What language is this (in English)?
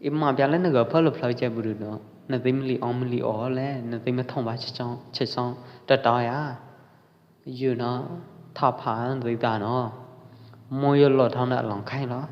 Pwo Eastern Karen